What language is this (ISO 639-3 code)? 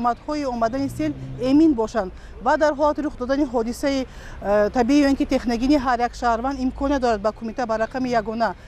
tgk